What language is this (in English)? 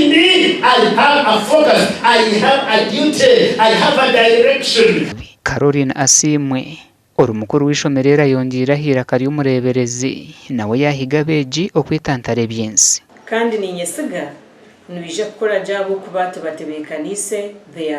Nyankole